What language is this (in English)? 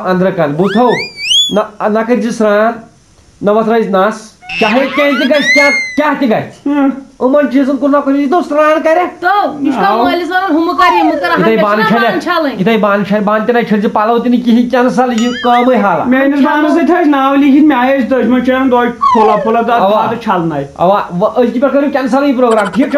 Kashmiri